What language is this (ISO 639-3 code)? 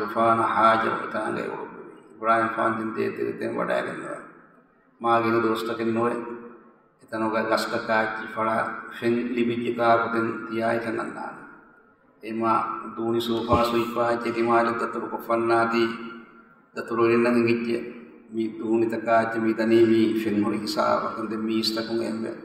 div